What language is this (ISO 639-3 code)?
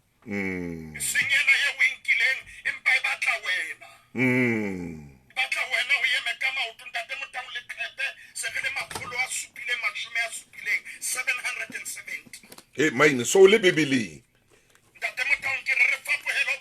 sot